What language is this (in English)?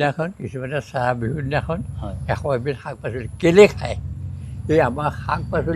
Assamese